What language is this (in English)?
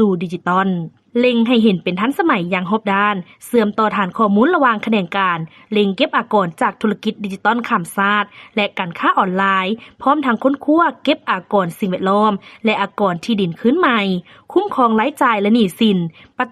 Lao